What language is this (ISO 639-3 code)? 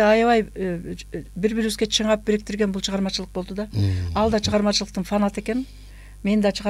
kir